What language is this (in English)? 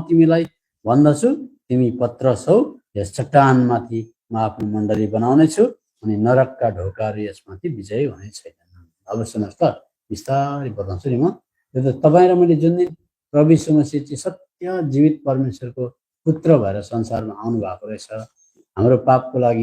Nepali